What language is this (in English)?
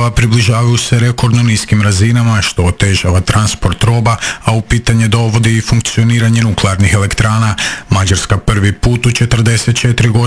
Croatian